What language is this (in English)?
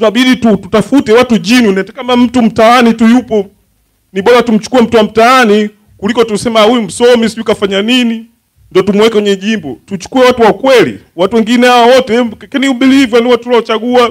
Swahili